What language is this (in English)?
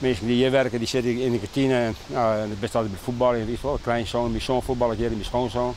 Western Frisian